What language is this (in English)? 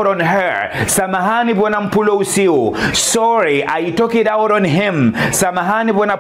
Ngazidja Comorian